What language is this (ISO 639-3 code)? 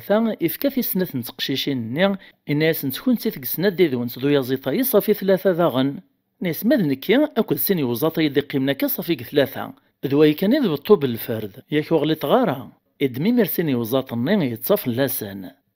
kab